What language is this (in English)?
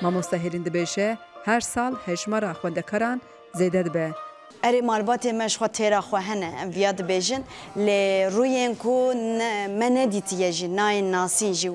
Kurdish